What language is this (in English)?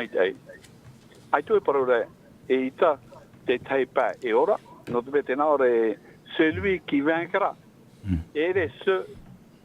Tahitian